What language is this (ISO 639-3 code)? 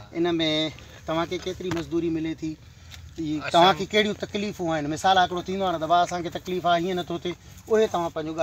snd